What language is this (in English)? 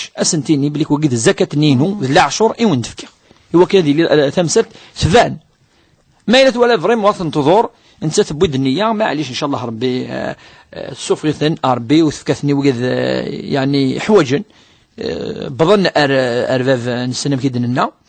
Kabyle